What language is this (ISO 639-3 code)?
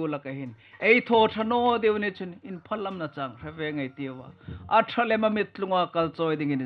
hmr